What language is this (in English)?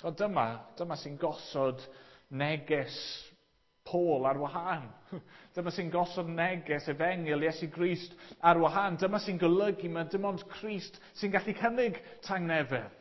Welsh